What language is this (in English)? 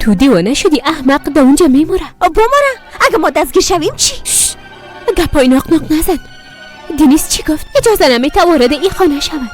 Persian